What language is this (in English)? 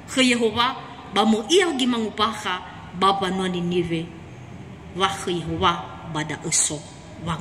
Nias